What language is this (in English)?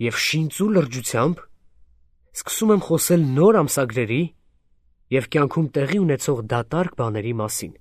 Armenian